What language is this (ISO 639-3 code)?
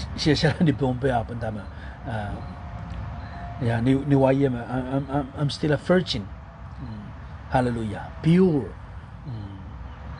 pon